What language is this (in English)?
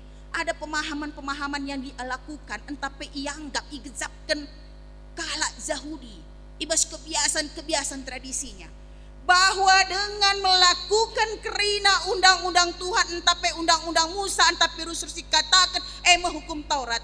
Batak Karo